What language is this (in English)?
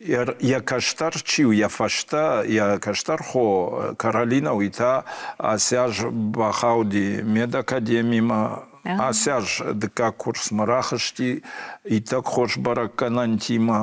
Ossetic